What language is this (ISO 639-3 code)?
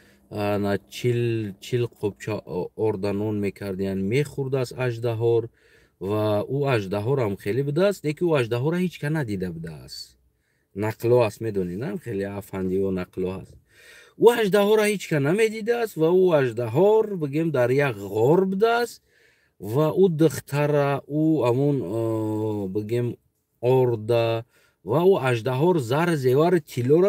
tgk